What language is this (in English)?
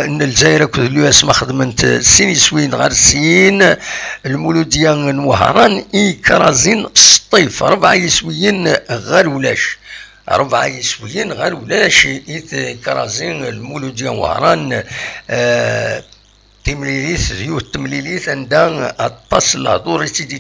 Kabyle